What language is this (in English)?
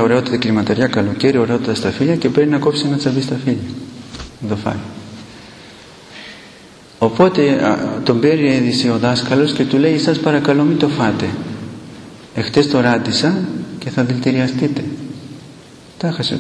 Greek